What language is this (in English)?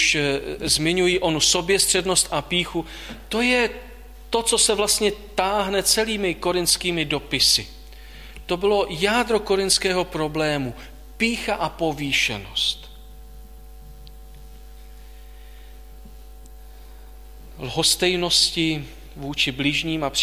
Czech